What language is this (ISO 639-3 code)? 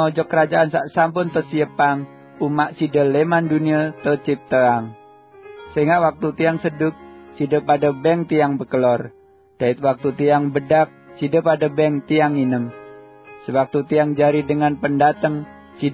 sas